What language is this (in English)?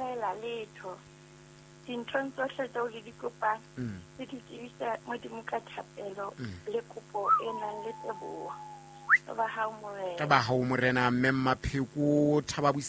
Southern Sotho